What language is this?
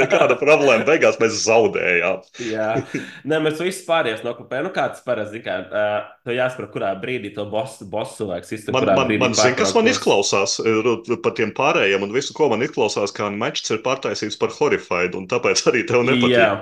Latvian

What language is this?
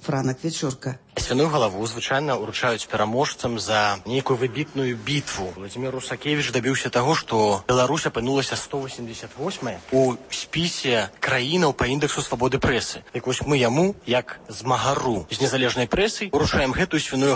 Belarusian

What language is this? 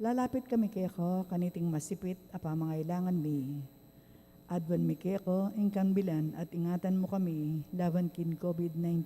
Pampanga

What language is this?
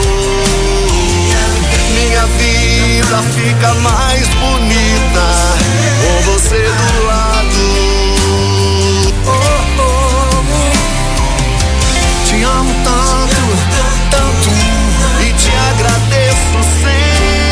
Portuguese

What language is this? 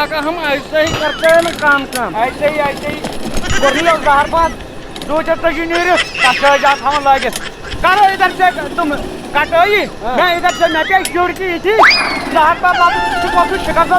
Kashmiri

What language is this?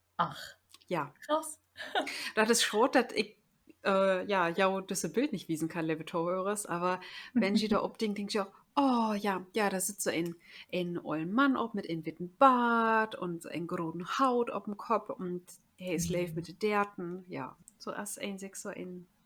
Low German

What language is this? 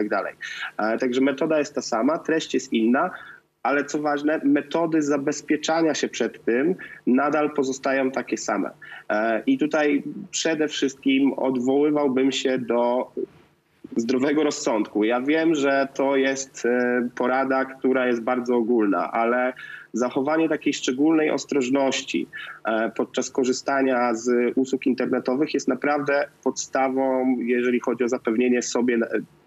Polish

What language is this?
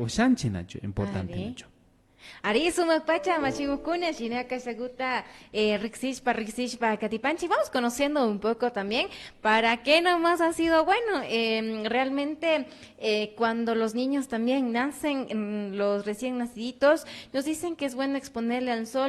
Imbabura Highland Quichua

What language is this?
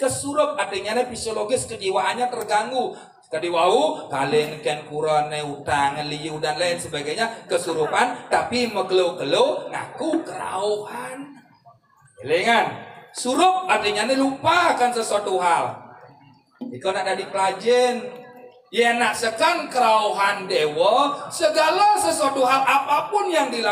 Balinese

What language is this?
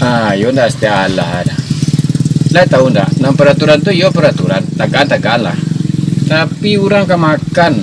Minangkabau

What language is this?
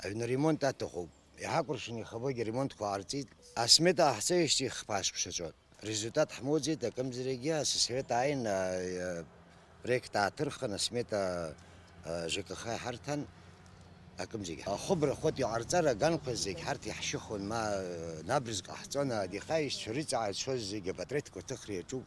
Abkhazian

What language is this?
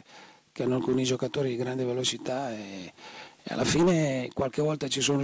Italian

